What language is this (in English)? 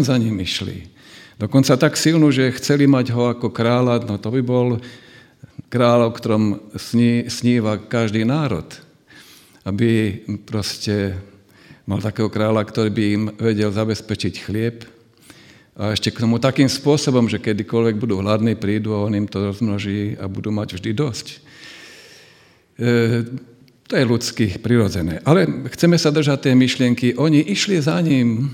Slovak